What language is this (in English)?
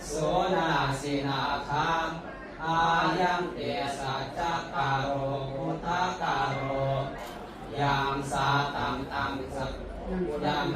Pali